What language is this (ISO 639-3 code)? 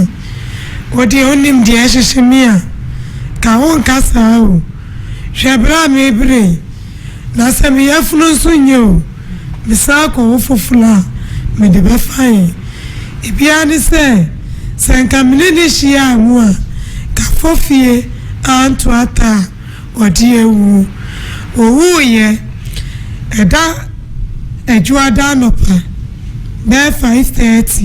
aka